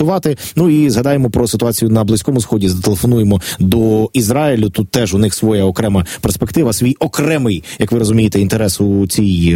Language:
Ukrainian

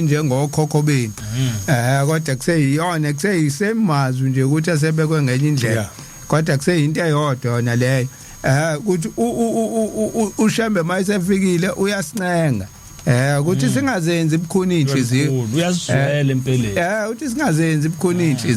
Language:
Zulu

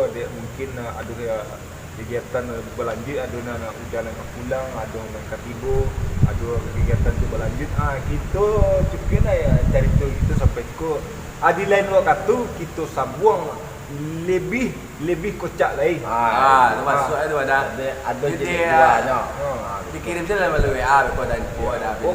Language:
Minangkabau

